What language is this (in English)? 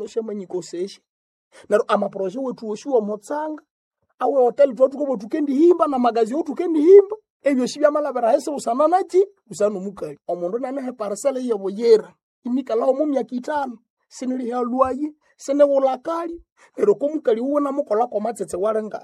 Nande